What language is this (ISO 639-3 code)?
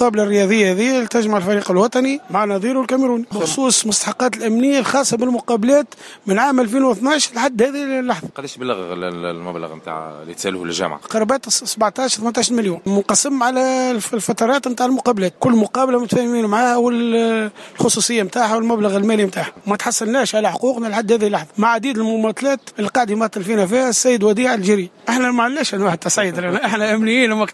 aeb